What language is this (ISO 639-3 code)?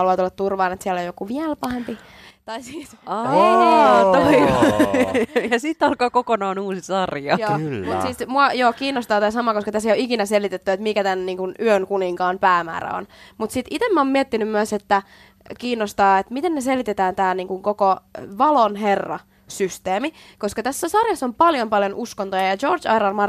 fin